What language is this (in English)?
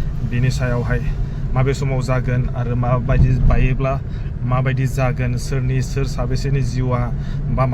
Bodo